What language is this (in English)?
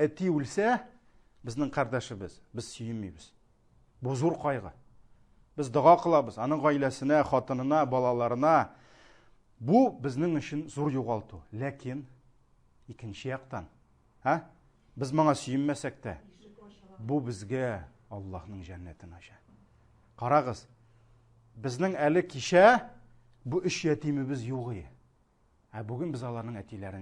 Tatar